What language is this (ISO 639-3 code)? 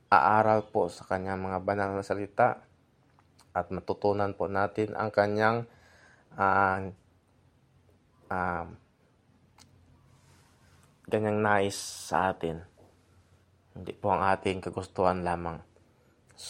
fil